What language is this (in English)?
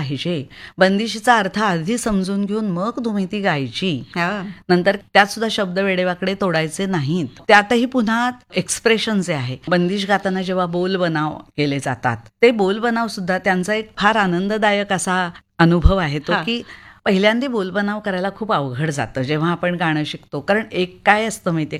Marathi